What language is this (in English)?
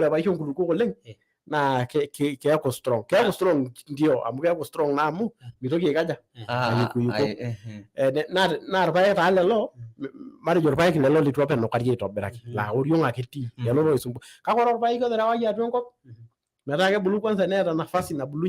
Masai